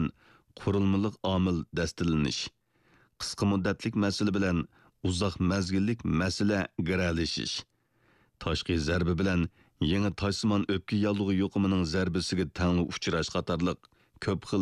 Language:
Uyghur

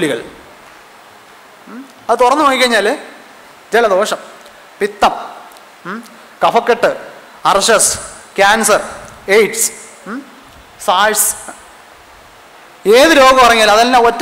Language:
Malayalam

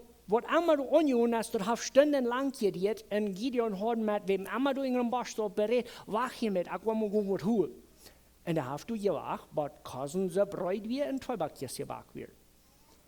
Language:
Plautdietsch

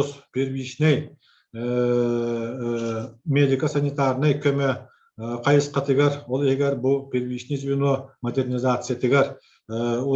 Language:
Yakut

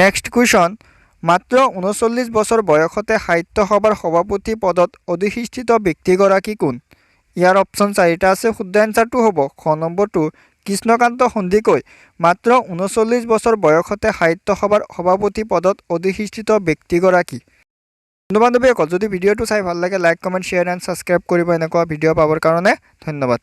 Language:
Assamese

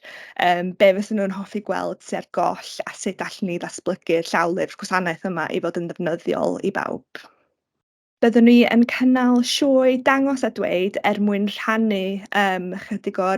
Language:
Welsh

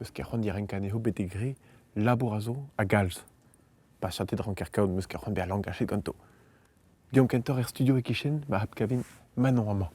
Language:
Breton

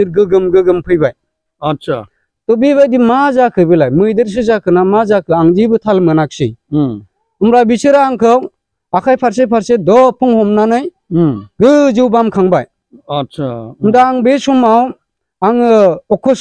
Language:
Bodo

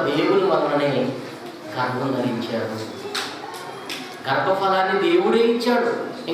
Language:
Telugu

